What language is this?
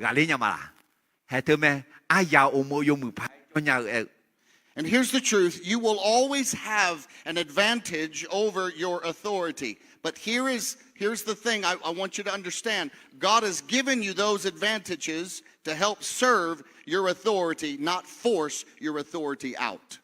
Akha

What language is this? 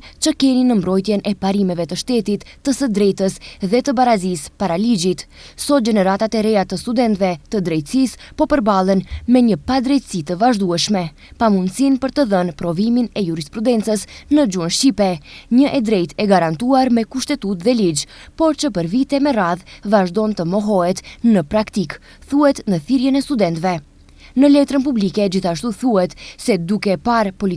Albanian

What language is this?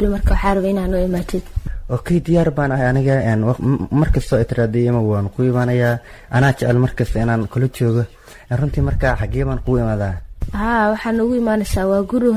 Somali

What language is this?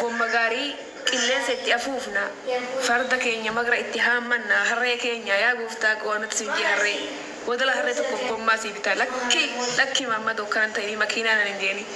Oromo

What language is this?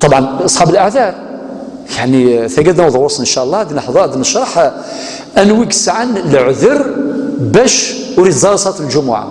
Kabyle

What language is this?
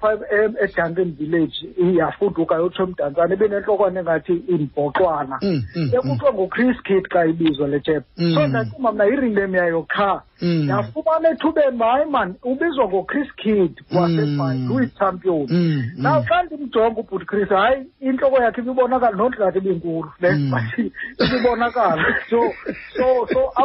Xhosa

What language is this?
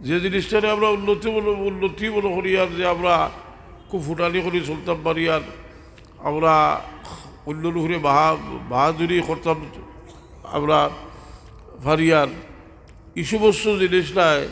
Sylheti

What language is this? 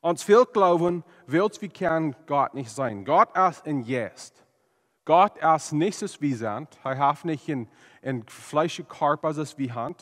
Plautdietsch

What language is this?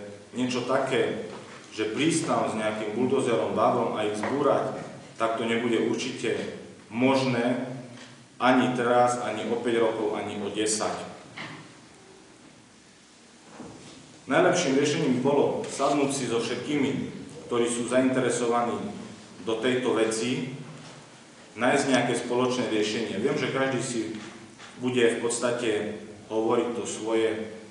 Slovak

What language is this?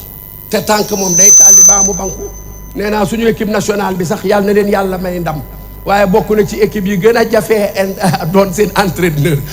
Wolof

